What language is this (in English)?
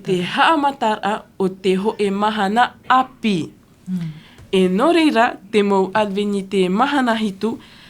Tahitian